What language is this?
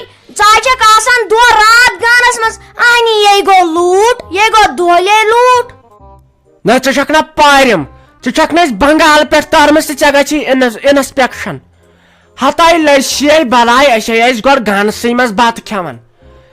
Kashmiri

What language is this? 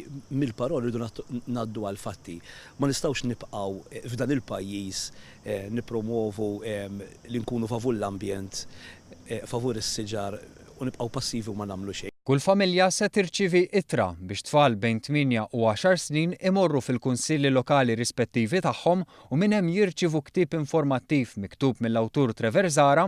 Maltese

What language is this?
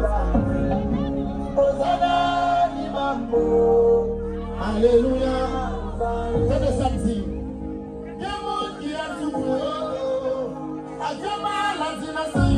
French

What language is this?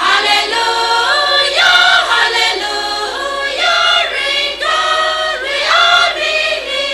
Tangkhul Naga (India)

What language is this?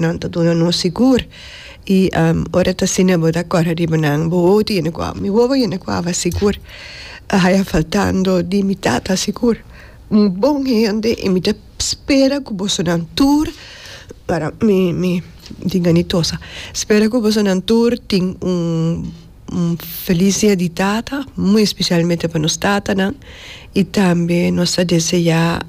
Papiamento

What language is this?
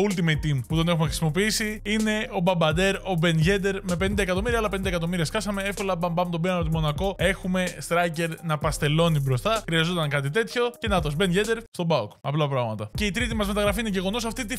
Greek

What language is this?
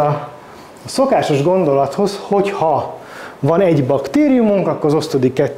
Hungarian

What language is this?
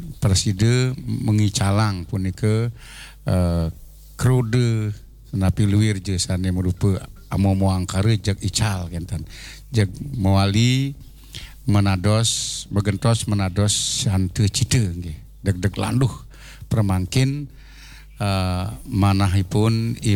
Balinese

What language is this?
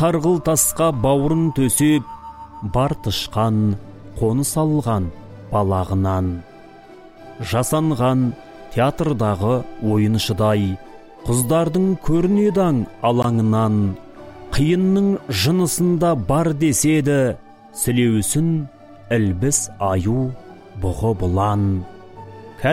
Kazakh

